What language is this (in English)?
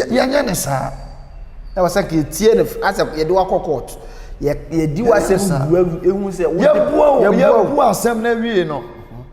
Akan